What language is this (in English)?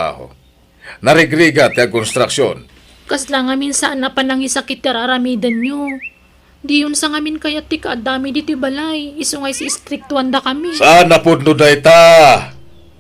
Iloko